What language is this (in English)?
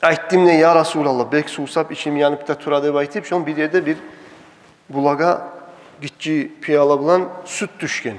Kumyk